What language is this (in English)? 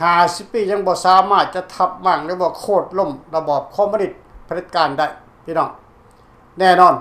Lao